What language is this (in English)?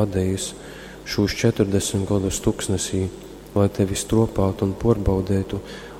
Latgalian